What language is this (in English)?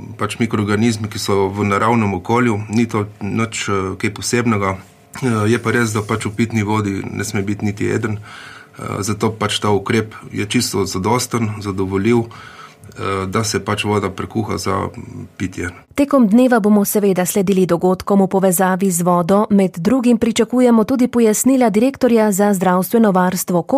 Slovenian